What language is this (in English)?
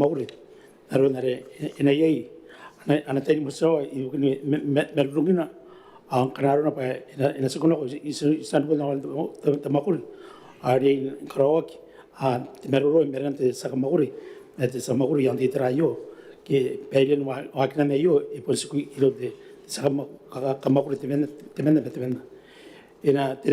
Gilbertese